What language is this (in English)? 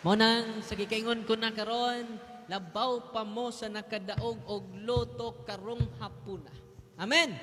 Cebuano